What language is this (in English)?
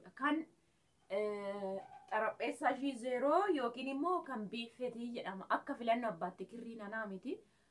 Oromo